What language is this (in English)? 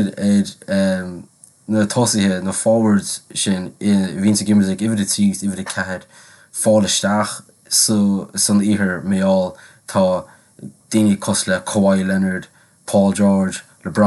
Irish